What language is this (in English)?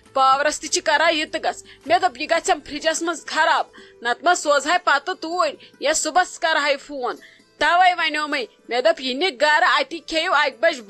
Kashmiri